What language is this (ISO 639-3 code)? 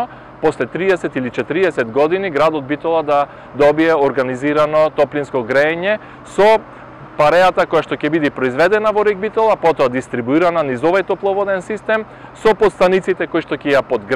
mkd